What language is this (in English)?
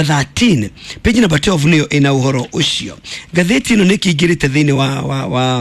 Kikuyu